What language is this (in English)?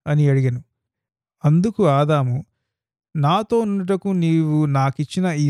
Telugu